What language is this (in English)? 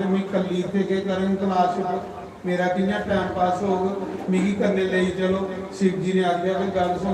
Dogri